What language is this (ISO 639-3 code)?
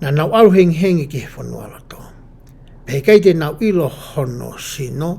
ton